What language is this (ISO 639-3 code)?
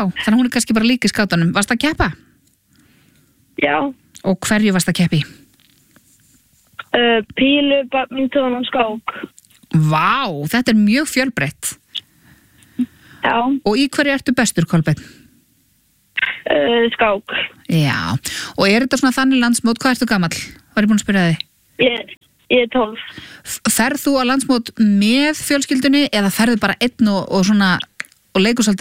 isl